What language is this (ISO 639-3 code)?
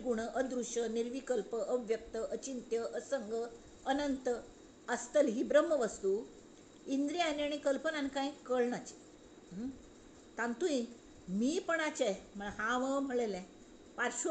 kok